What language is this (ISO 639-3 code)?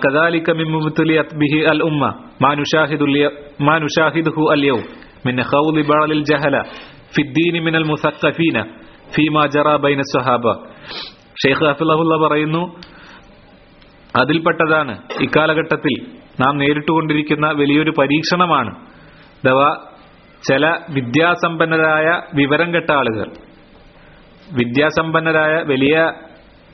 mal